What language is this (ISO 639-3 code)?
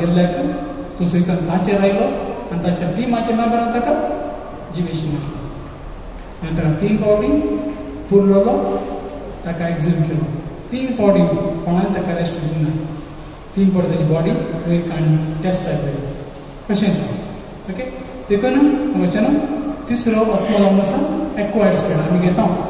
kok